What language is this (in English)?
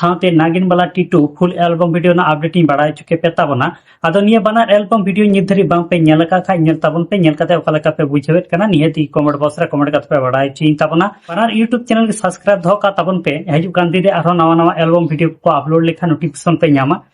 Santali